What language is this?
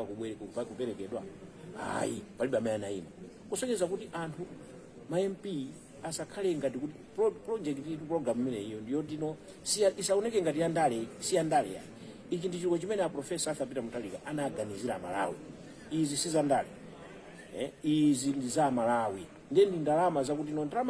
Nyanja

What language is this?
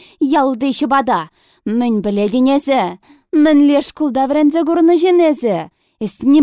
Chuvash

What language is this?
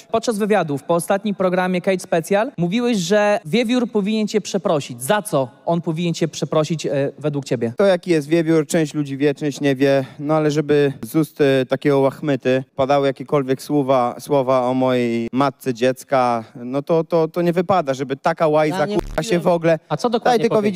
Polish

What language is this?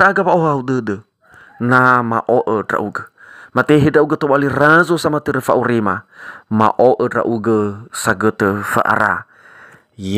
Nias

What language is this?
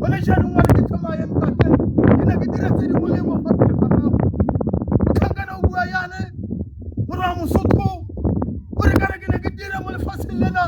Tswana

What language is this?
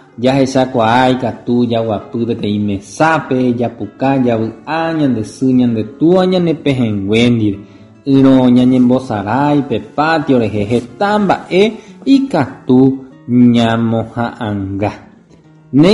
Guarani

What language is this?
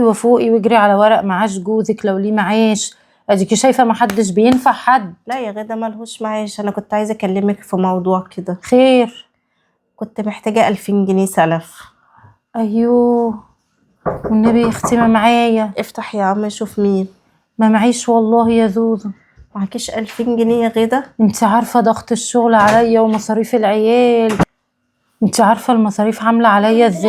Egyptian Arabic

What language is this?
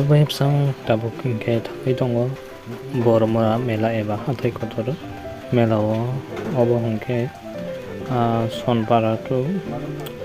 Kok Borok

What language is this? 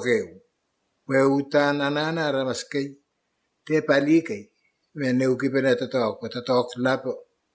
Pohnpeian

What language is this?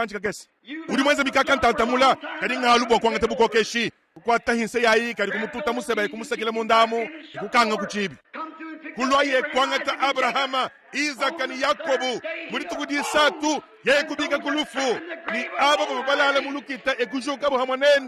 Luba-Lulua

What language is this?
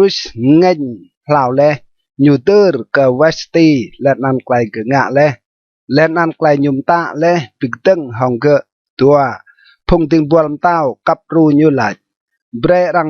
Rade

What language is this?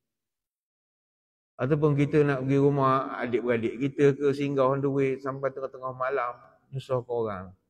Malay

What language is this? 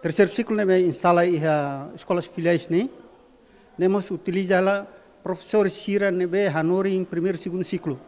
Tetum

